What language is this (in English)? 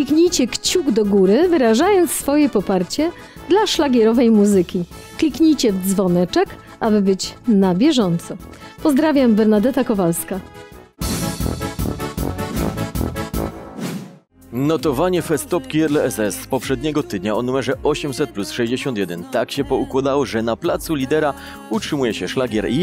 Polish